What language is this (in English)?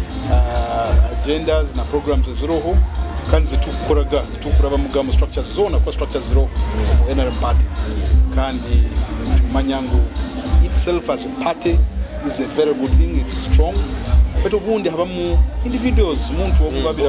Nyoro